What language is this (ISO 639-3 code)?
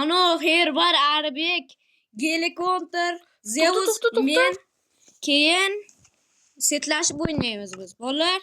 uzb